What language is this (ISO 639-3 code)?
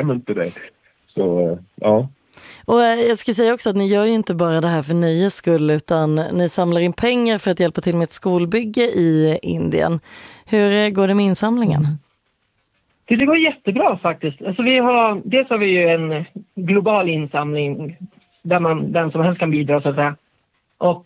swe